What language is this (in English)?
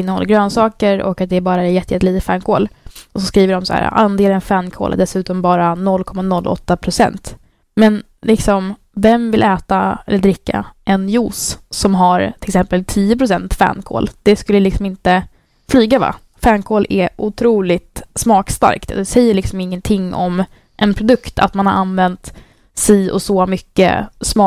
Swedish